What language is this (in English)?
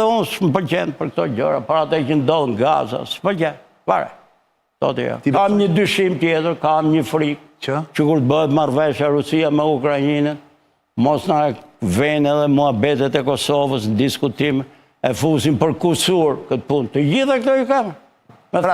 Albanian